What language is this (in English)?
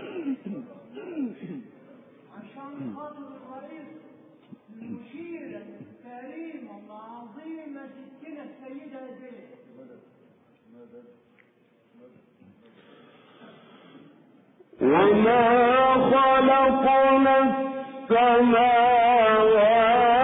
Arabic